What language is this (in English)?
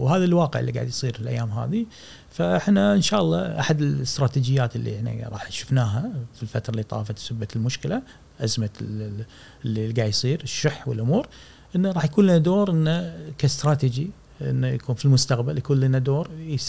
Gulf Arabic